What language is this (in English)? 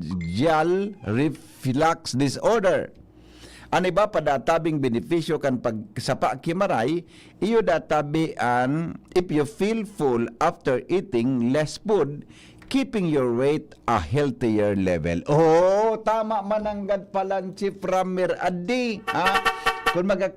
Bikol